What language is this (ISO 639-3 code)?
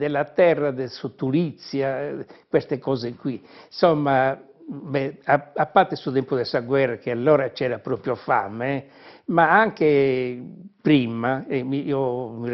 srd